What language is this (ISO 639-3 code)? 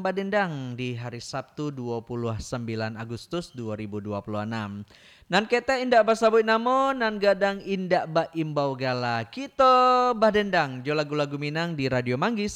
min